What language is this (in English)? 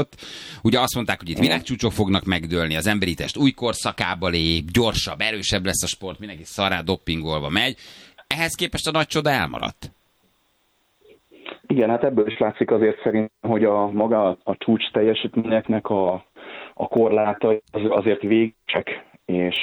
Hungarian